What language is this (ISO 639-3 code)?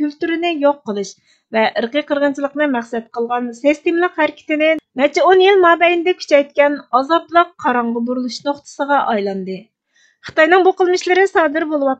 uig